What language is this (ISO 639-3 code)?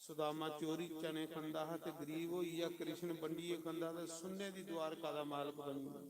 doi